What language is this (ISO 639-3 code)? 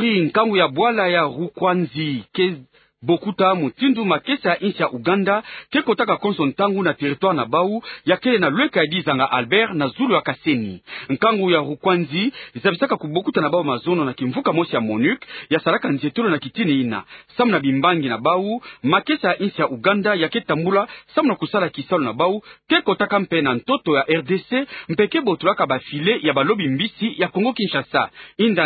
ktu